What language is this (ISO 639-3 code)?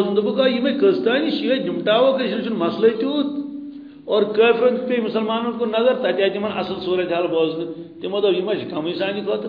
kas